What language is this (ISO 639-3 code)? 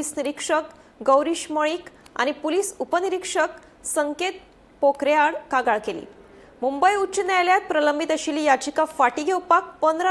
kok